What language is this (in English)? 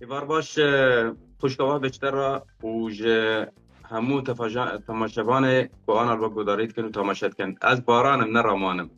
Kurdish